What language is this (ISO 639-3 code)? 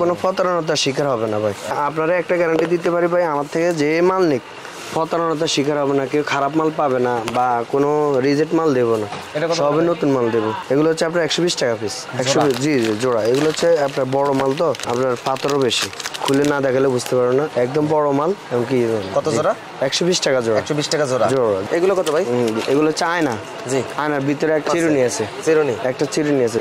ben